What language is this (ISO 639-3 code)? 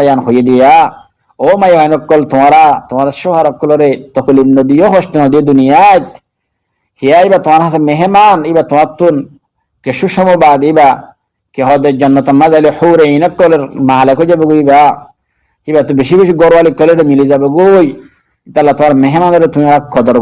rhg